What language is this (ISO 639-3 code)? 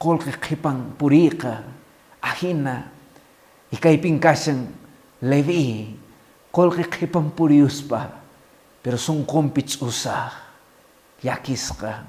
que